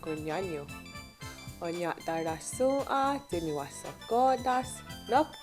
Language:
Mohawk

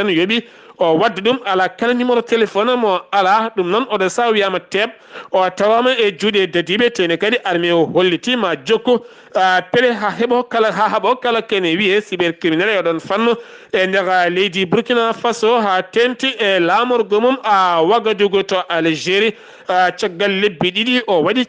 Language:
Fula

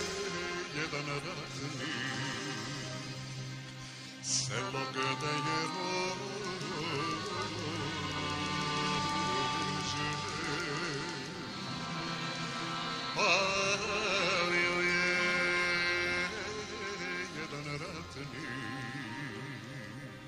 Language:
Serbian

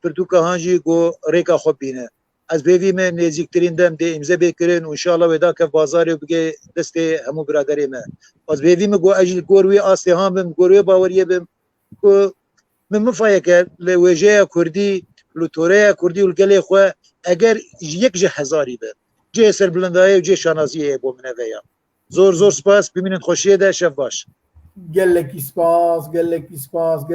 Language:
Kurdish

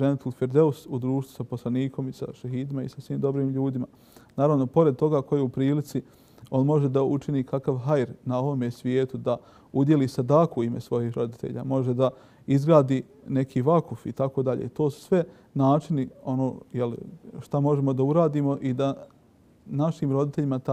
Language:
Bosnian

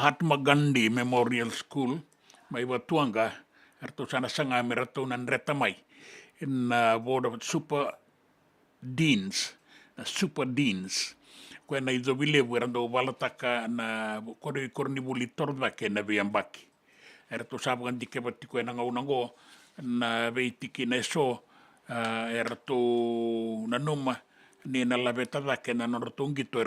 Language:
Fijian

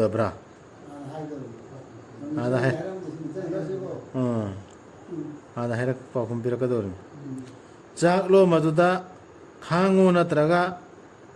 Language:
Manipuri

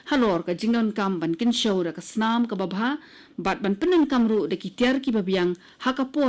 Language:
Khasi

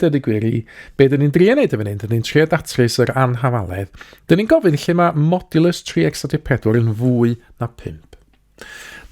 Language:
Welsh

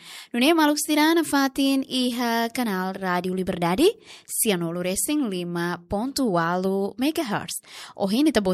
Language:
Tetum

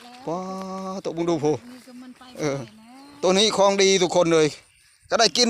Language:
Northeastern Thai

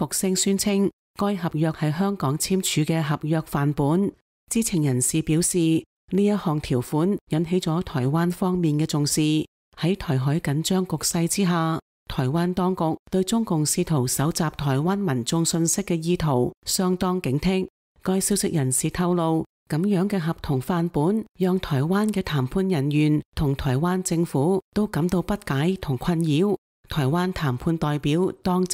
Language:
Cantonese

